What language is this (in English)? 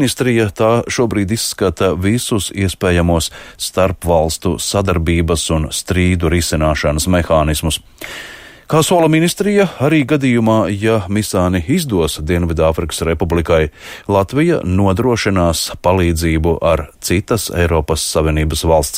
Latvian